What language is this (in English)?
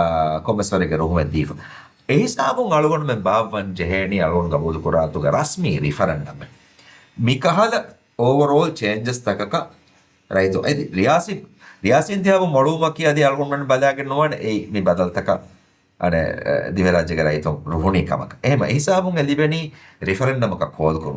Divehi